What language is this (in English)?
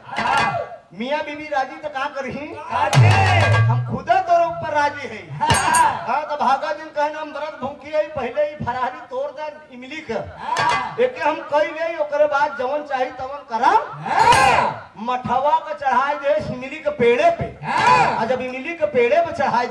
Bhojpuri